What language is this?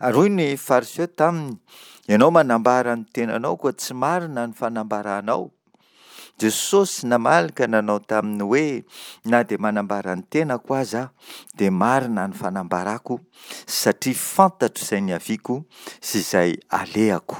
Malagasy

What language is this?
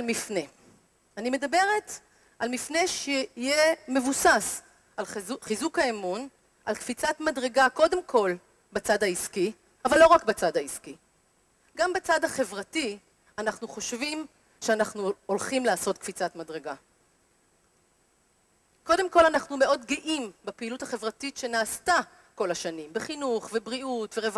Hebrew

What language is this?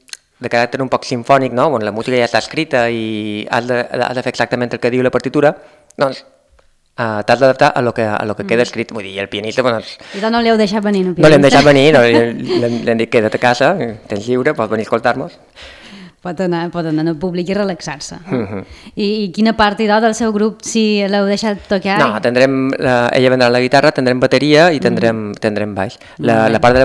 Catalan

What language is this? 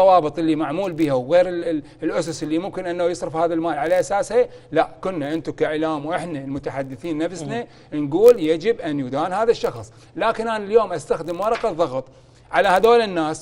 Mesopotamian Arabic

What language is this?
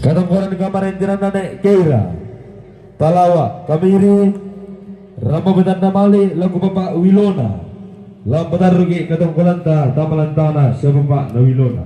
Toraja-Sa'dan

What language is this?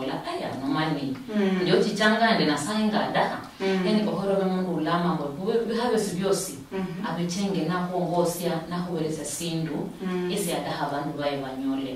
Luyia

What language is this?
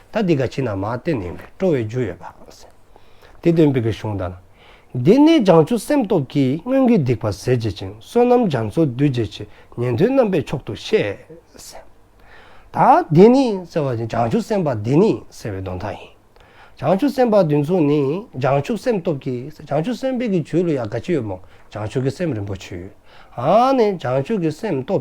Dzongkha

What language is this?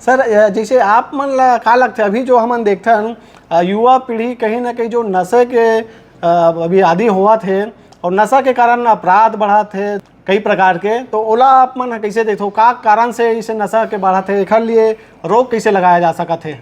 Chhattisgarhi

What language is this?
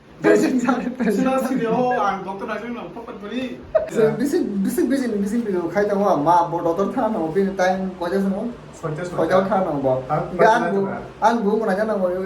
Kok Borok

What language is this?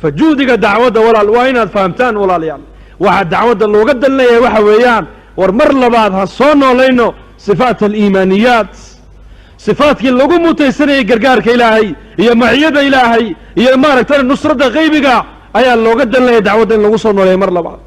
Somali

